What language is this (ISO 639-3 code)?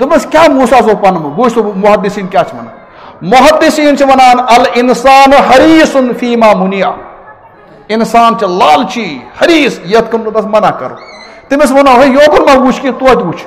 kas